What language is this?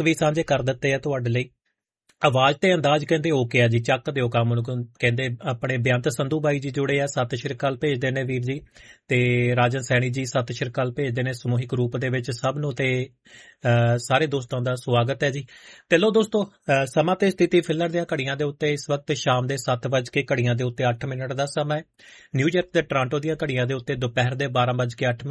Punjabi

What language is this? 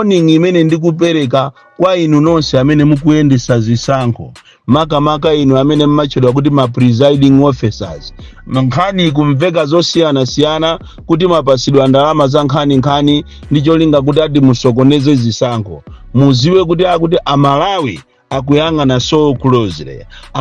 Nyanja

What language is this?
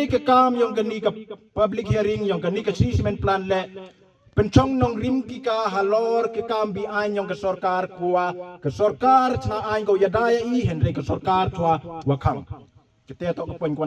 Khasi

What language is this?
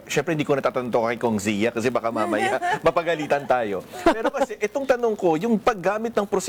Filipino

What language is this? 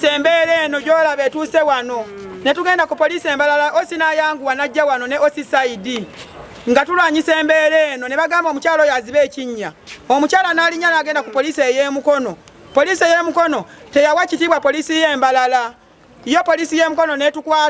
Ganda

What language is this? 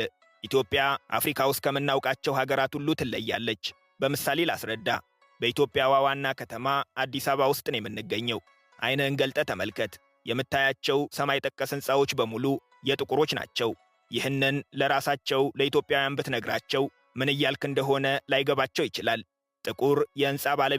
Amharic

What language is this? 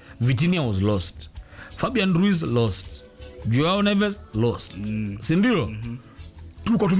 Swahili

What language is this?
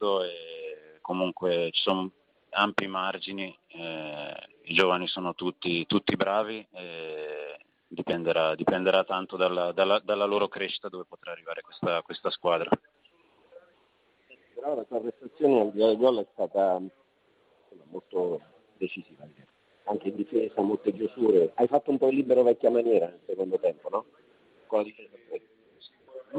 Italian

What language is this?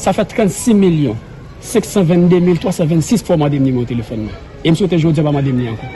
Haitian Creole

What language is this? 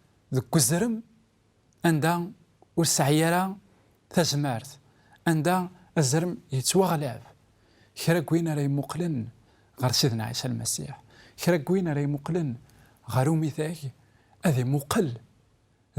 Kabyle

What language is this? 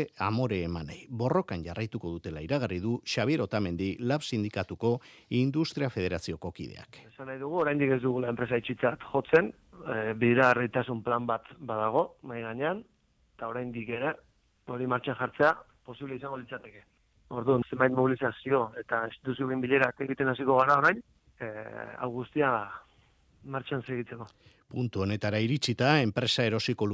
Basque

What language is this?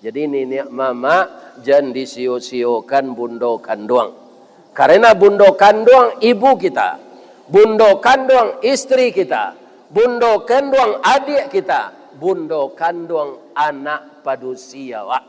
Minangkabau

